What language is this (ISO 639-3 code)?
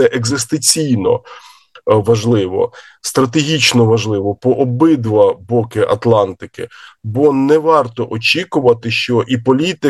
ukr